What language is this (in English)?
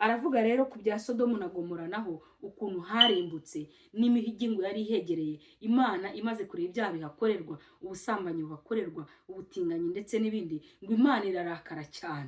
Kinyarwanda